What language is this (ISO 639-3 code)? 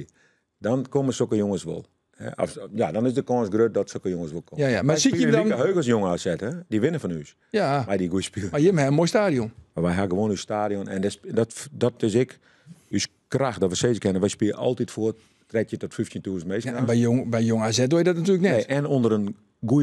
fry